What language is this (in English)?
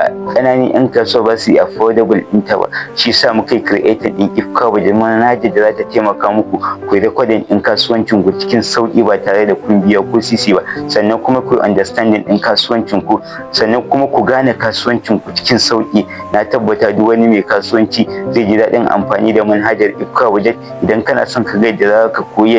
Hausa